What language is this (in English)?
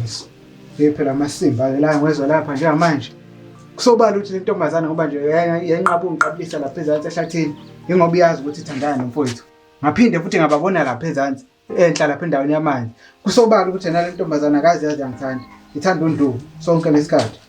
Zulu